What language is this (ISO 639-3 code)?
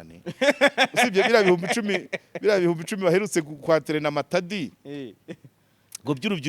kin